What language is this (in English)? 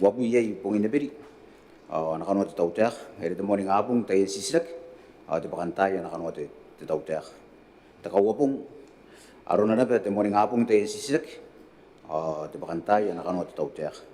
Gilbertese